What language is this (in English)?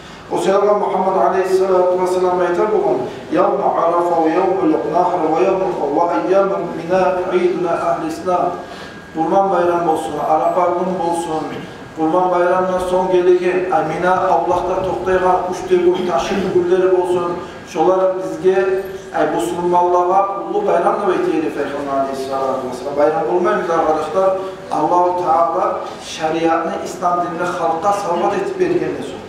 Kumyk